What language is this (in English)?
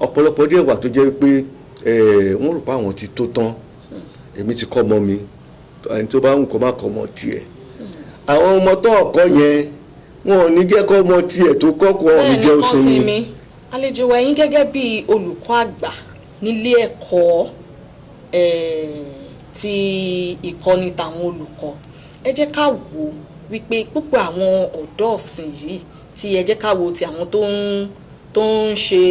Yoruba